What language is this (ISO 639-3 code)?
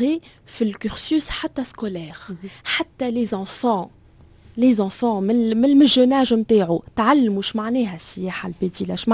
aeb